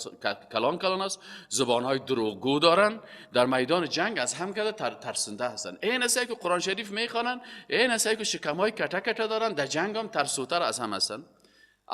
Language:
Persian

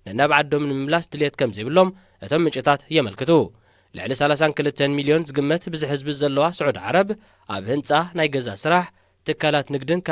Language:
Tigrinya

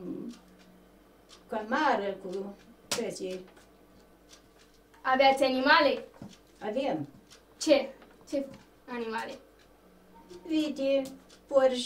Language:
Romanian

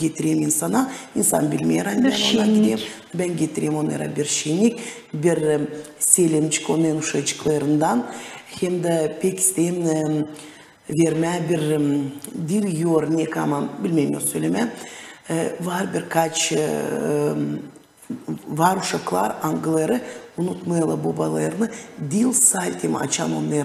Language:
Gagauz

